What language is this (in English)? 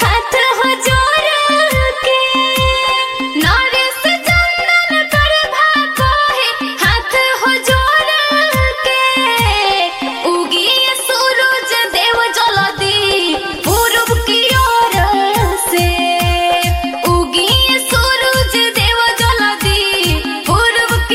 Bhojpuri